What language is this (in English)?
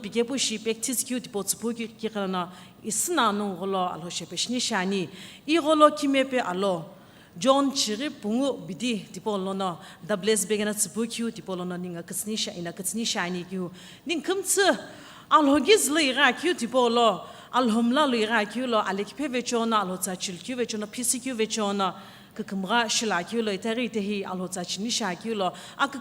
Sumi Naga